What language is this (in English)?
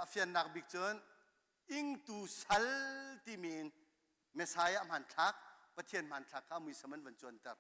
Hakha Chin